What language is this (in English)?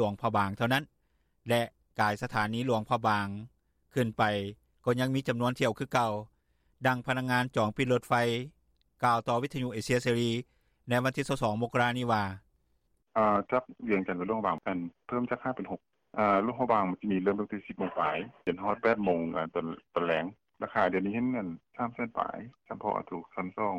Lao